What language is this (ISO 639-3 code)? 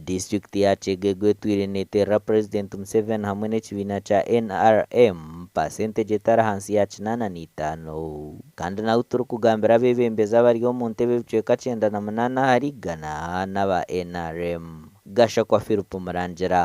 nyn